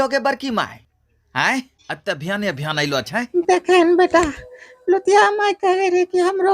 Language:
Angika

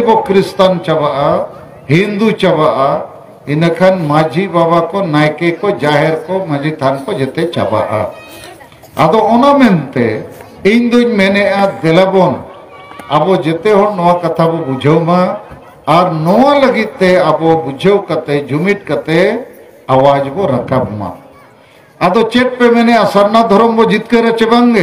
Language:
Santali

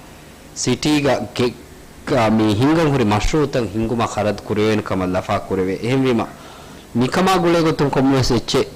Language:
Divehi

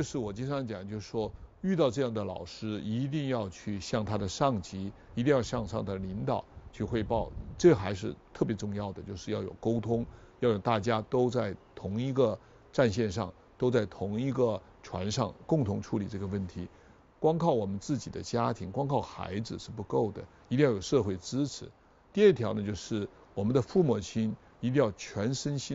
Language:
Chinese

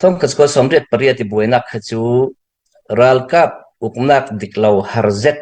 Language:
Falam Chin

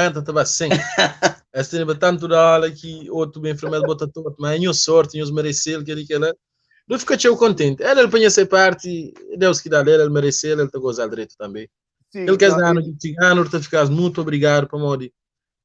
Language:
Kabuverdianu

